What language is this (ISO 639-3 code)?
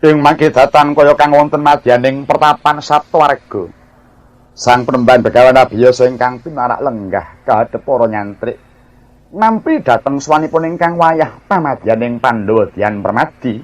jav